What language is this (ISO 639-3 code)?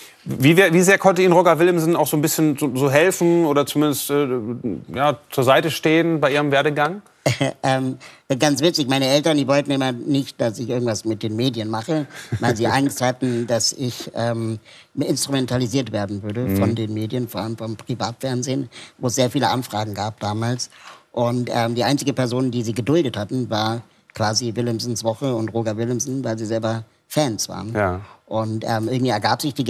deu